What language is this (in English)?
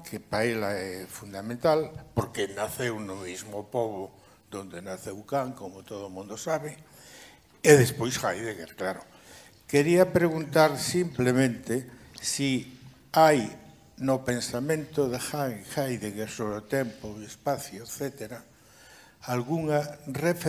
Galician